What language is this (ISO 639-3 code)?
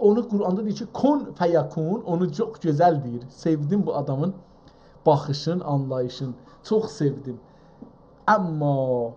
azb